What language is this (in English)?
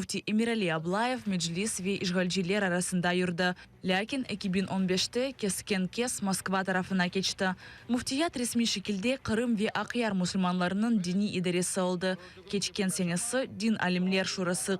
Crimean Tatar